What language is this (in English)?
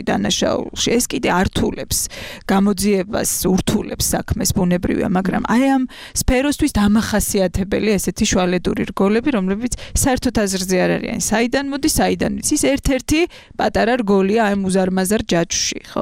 Georgian